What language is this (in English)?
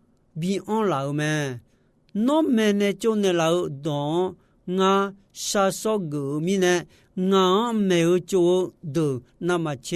Akha